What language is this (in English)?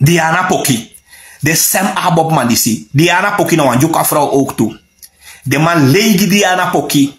Sranan Tongo